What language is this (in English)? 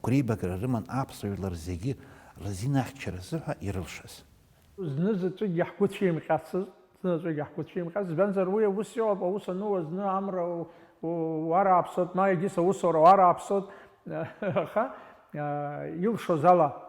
Abkhazian